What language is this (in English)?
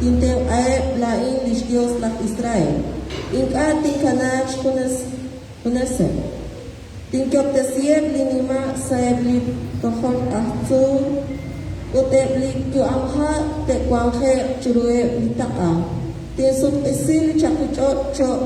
Kekchí